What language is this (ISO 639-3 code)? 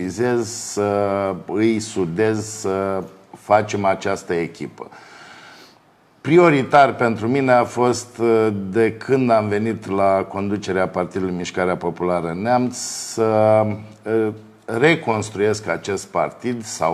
ron